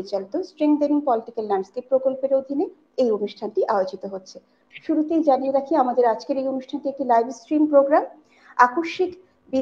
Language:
Bangla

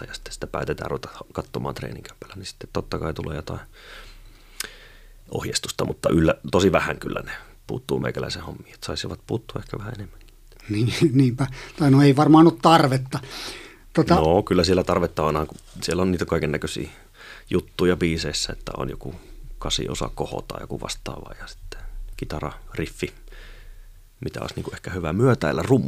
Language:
Finnish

